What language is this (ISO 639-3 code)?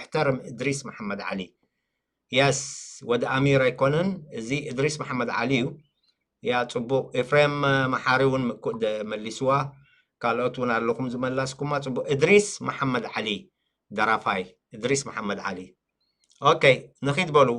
tir